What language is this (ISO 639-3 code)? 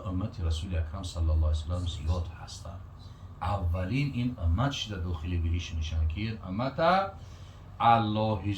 tgk